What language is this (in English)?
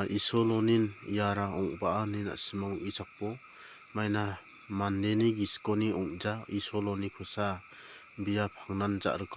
Garo